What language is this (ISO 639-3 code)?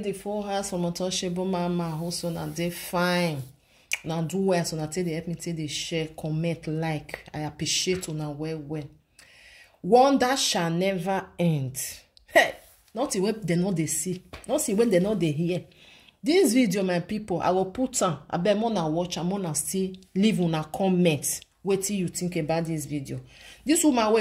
pcm